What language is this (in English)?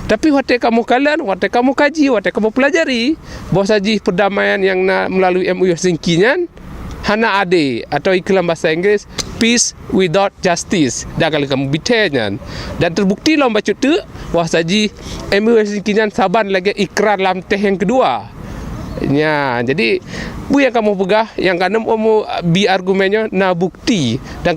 Achinese